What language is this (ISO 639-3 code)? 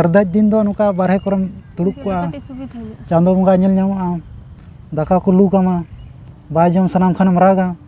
sat